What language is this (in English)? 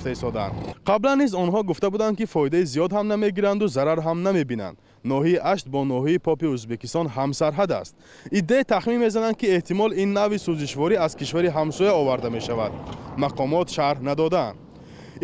Tajik